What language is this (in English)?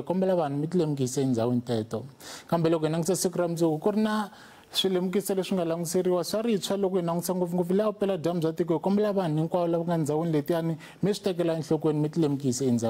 Tsonga